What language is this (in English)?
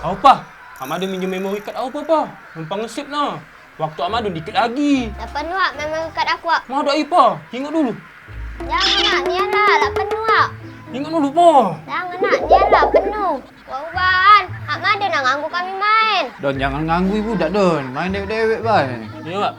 Musi